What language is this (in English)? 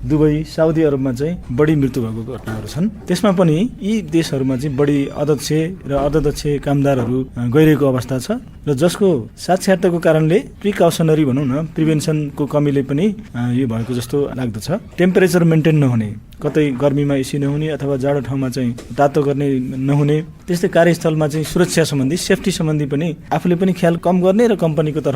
Nepali